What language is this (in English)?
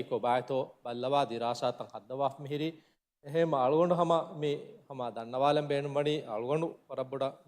Divehi